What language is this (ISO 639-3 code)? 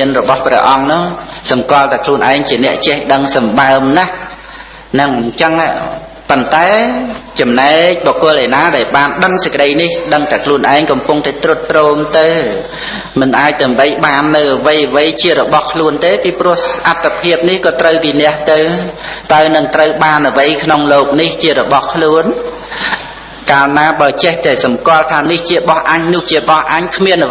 khm